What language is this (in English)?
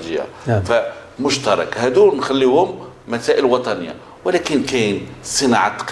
Moroccan Arabic